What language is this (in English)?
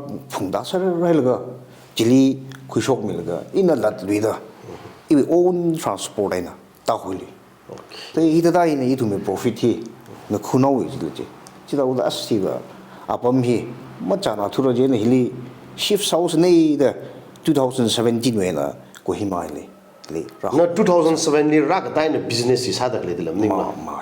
Tangkhul Naga (India)